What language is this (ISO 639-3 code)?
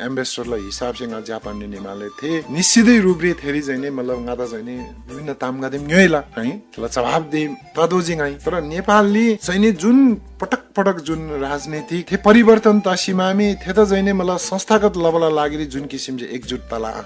taj